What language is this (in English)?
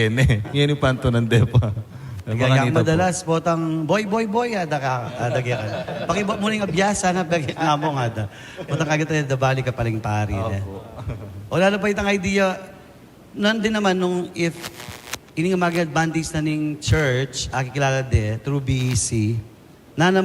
Pampanga